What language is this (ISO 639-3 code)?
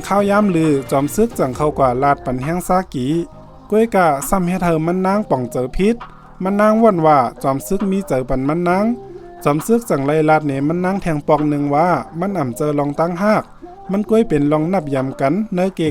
shn